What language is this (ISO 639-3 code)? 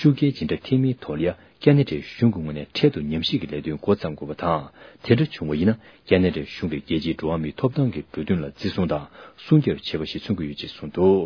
bod